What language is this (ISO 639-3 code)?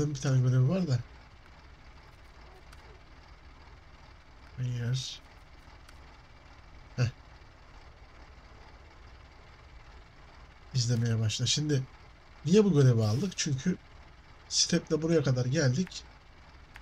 tur